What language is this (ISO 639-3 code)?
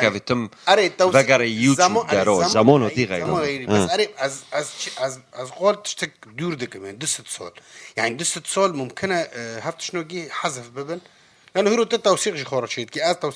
kur